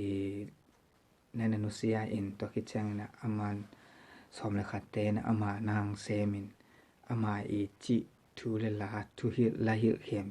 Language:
Tedim Chin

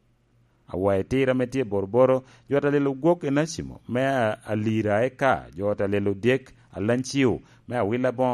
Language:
Lango (Uganda)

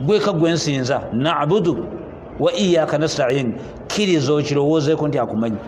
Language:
Ganda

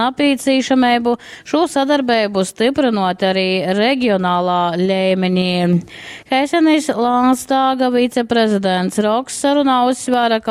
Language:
Latgalian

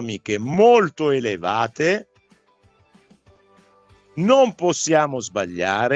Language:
Italian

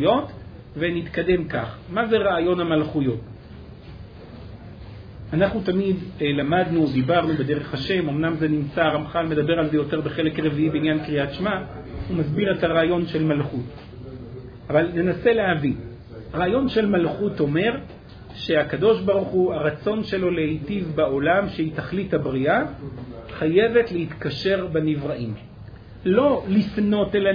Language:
Hebrew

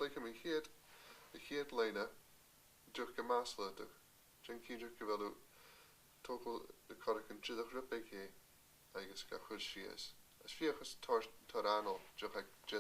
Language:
Scottish Gaelic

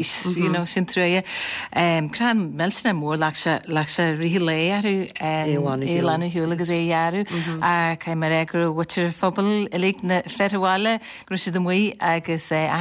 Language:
Irish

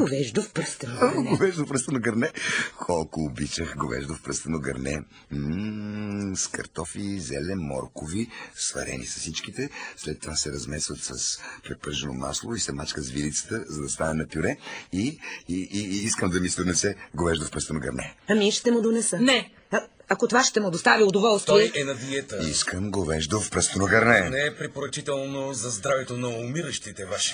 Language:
Bulgarian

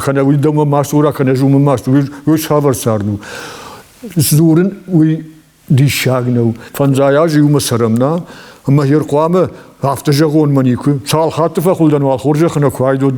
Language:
Ossetic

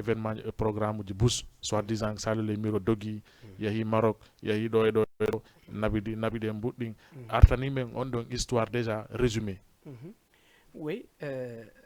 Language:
Fula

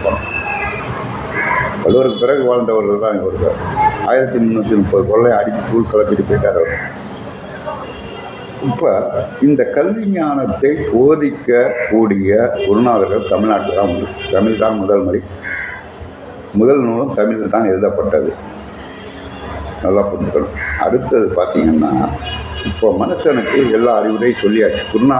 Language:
Tamil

